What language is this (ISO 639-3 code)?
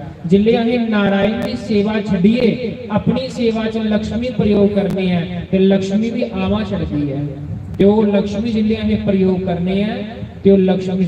doi